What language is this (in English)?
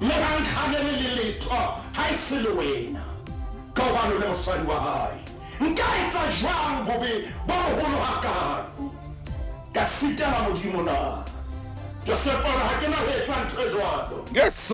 Southern Sotho